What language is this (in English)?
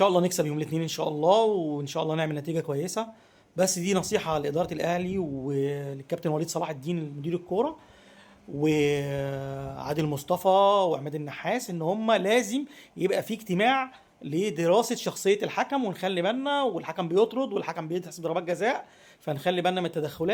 Egyptian Arabic